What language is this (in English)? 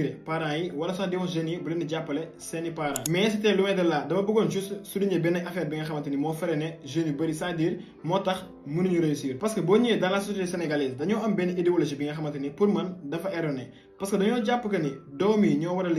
Wolof